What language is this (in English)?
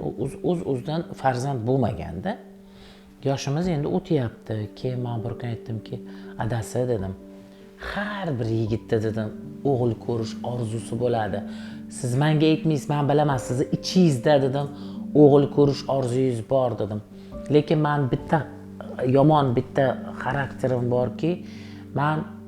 Uzbek